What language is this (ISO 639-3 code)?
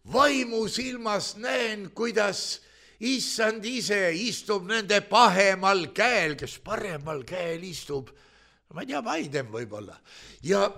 est